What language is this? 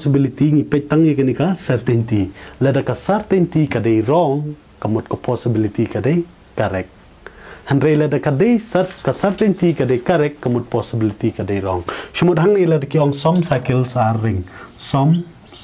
Khasi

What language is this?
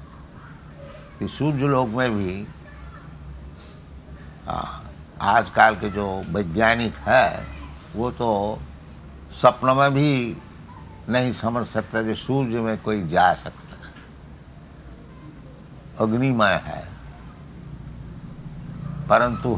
Hindi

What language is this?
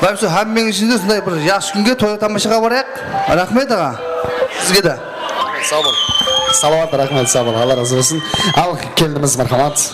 Kara-Kalpak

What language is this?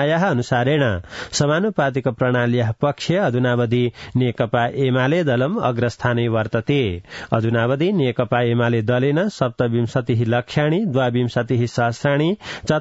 Sanskrit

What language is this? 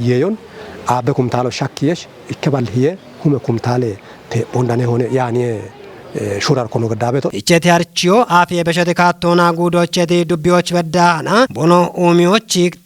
Kafa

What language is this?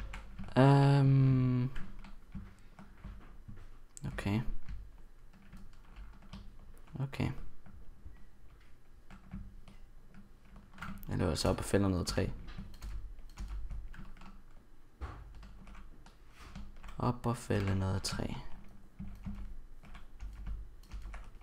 Danish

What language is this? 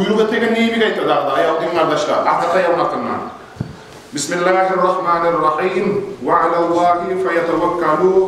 Kumyk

